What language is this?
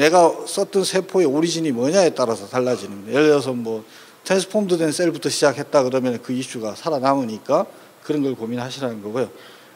Korean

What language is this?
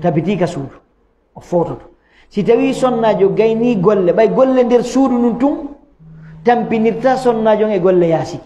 Fula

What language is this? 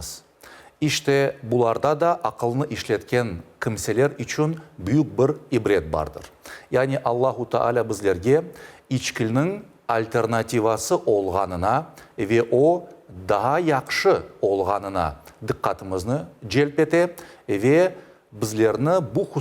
Crimean Tatar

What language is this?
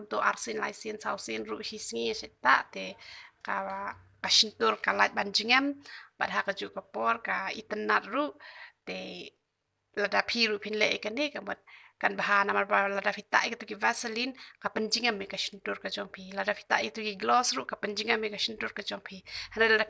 Khasi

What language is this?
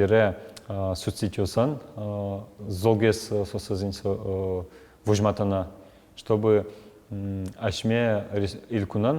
Udmurt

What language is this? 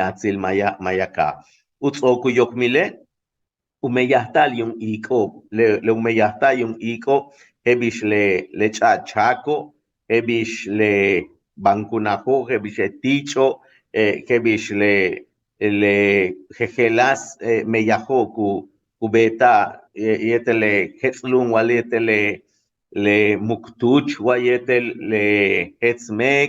Yucateco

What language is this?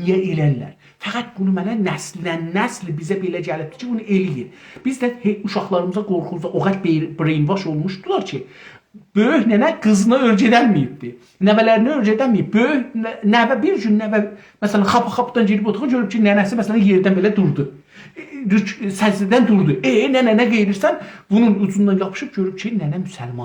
South Azerbaijani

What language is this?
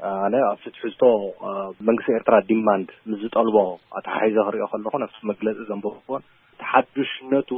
Tigrinya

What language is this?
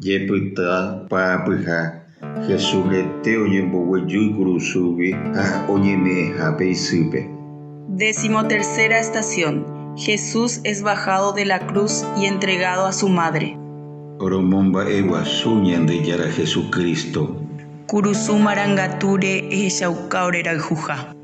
Guarani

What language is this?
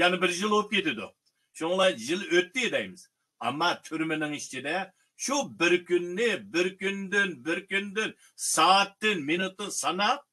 Uyghur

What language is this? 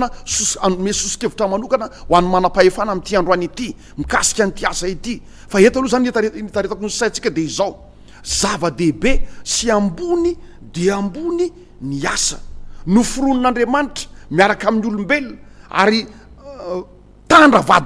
Malagasy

